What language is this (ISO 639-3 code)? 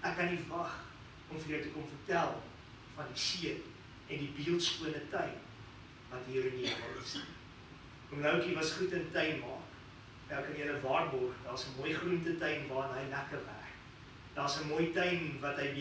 afr